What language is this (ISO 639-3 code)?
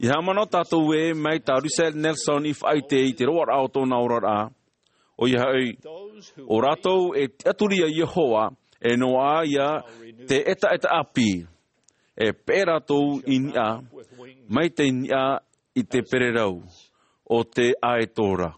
tah